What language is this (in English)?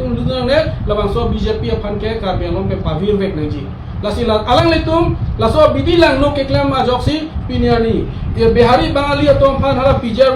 Karbi